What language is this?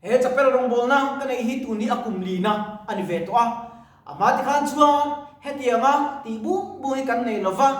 Mizo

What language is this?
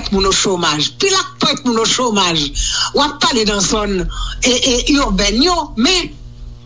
Haitian Creole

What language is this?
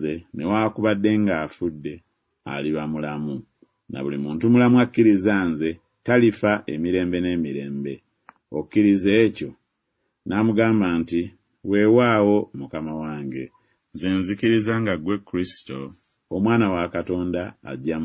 Ganda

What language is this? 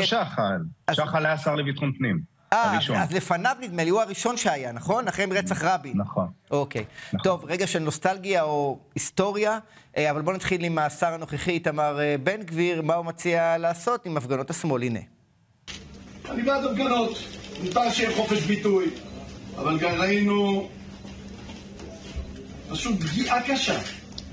Hebrew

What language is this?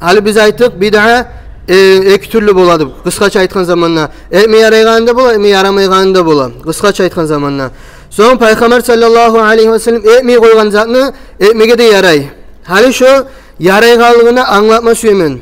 Kumyk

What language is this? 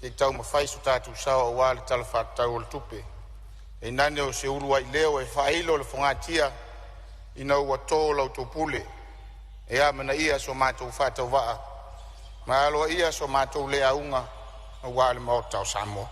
Samoan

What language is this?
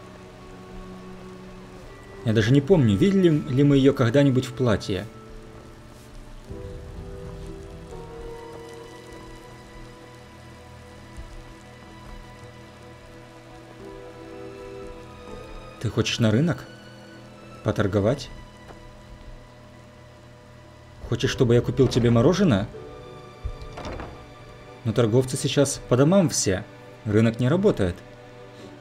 Russian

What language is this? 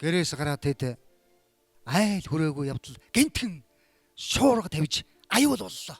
Mongolian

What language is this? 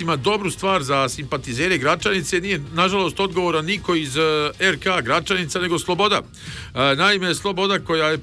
Bosnian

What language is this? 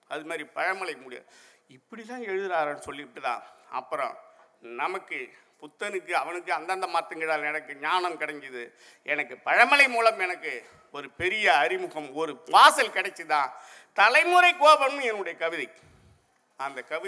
Tamil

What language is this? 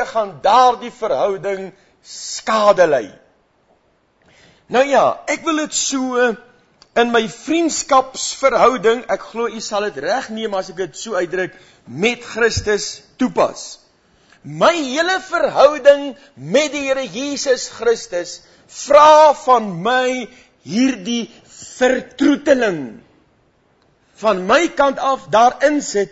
Afrikaans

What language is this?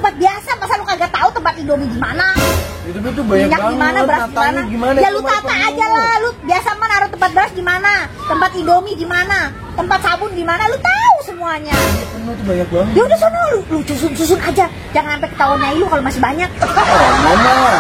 Betawi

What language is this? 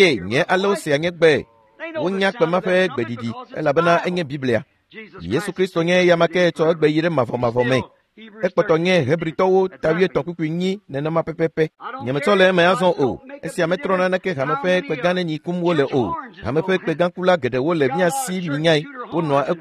Ewe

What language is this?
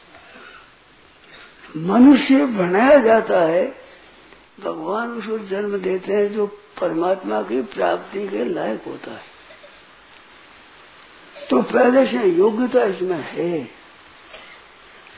Hindi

